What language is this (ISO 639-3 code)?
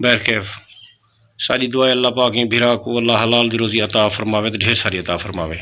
skr